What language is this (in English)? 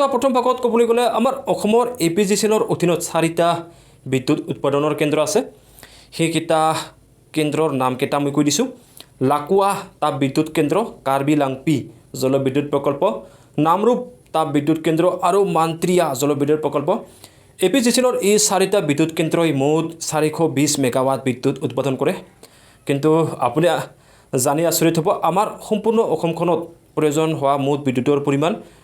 Assamese